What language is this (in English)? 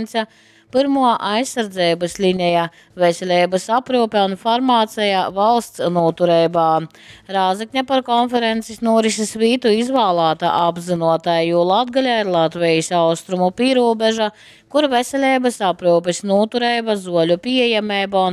Latgalian